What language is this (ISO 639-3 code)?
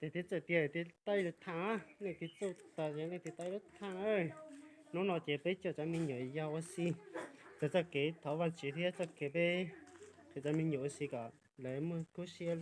hmn